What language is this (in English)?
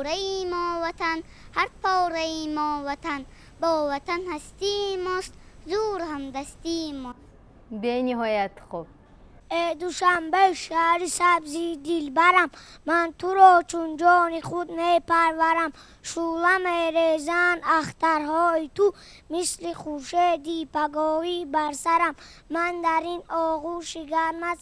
Tajik